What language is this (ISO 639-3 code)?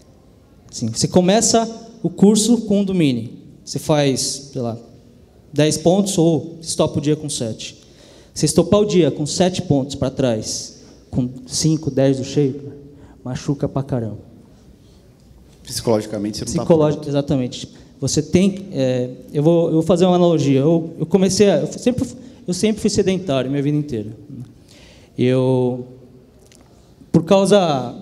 por